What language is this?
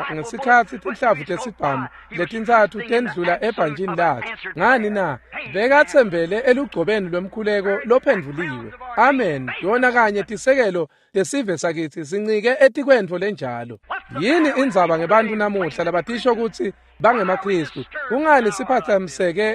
Swati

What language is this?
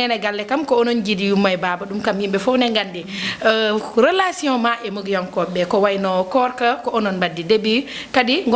Fula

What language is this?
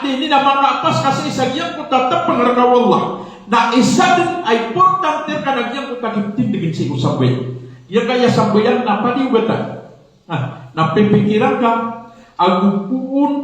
Maranao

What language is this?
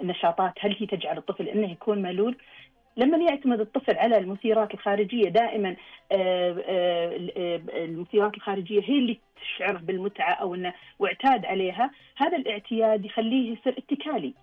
Najdi Arabic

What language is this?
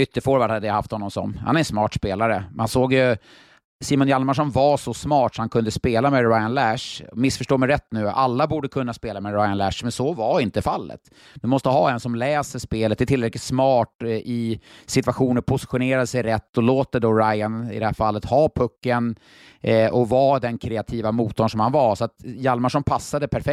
Swedish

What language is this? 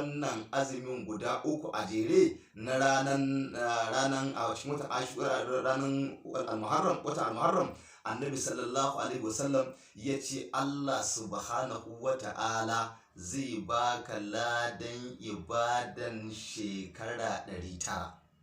Hausa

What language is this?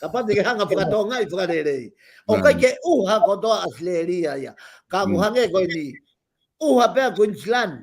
Tongan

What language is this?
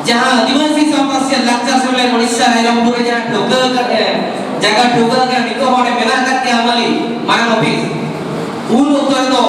Santali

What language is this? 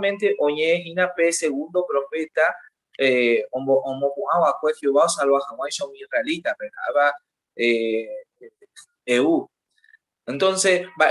Guarani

